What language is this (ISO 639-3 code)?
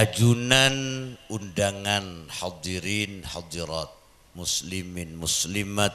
mad